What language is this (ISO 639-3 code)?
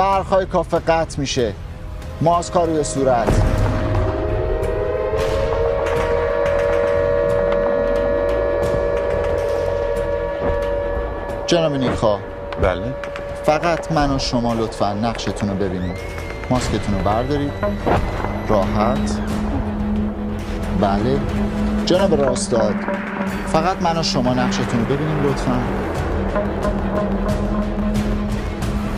fas